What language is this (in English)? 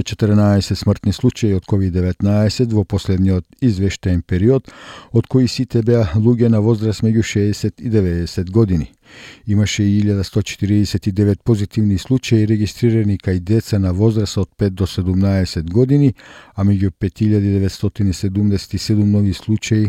Macedonian